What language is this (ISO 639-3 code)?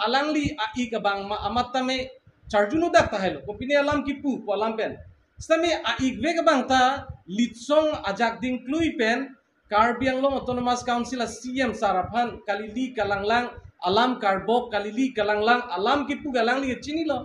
mjw